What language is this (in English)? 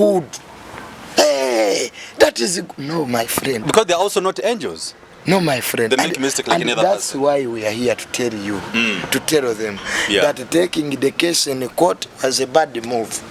Ganda